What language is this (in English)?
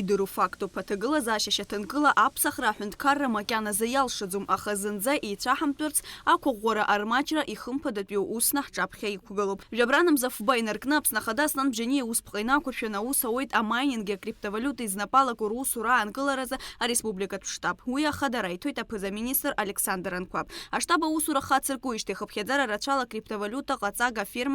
Abkhazian